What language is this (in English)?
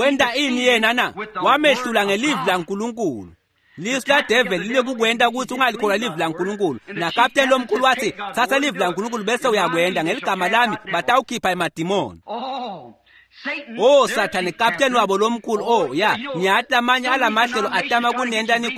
Swati